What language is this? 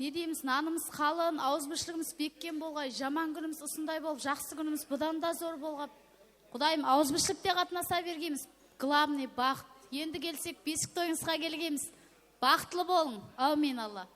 Kara-Kalpak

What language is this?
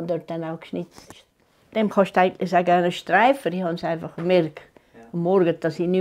Swiss German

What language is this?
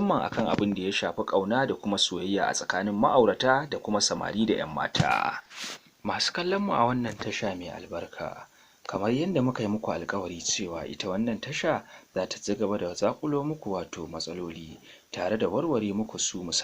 Hausa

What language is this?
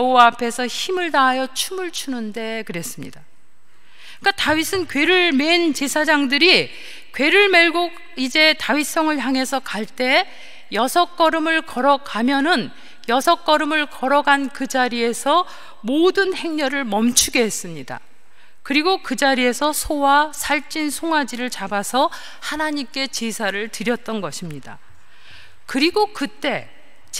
Korean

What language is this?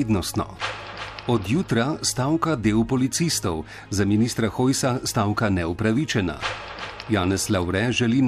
Slovenian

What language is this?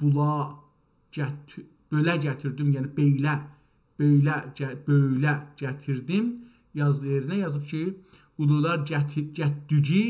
South Azerbaijani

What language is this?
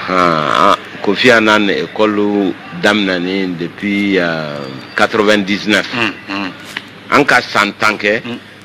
Bambara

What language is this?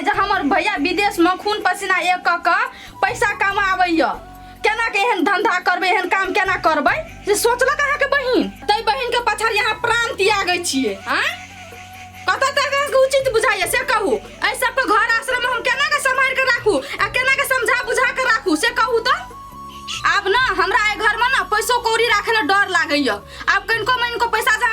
Maithili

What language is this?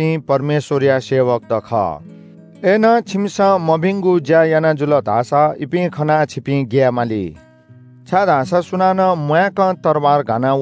Newari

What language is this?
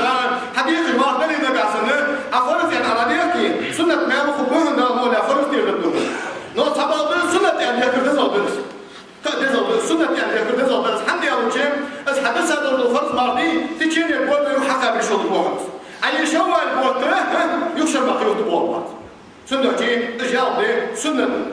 Ingush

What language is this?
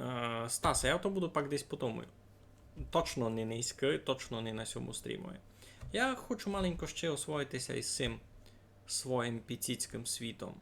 Rusyn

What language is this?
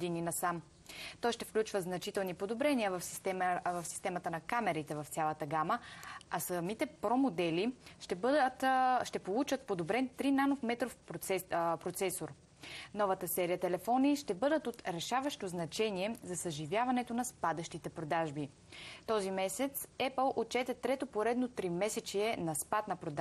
Bulgarian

